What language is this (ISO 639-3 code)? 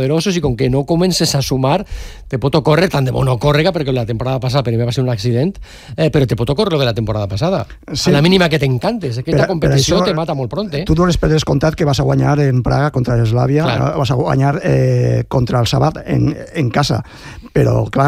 cat